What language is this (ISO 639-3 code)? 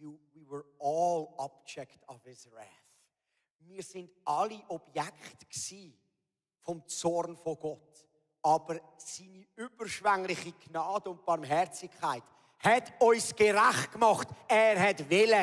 gsw